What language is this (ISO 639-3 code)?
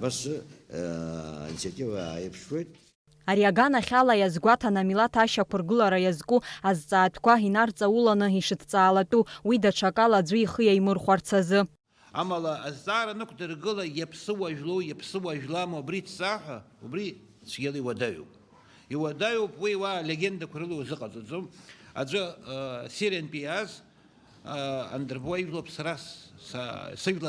abk